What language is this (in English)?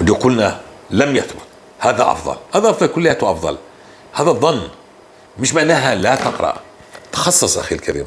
North Levantine Arabic